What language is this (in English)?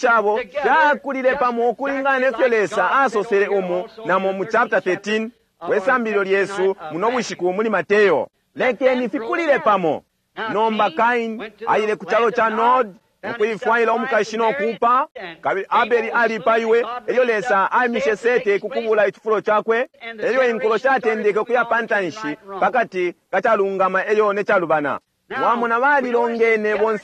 Bemba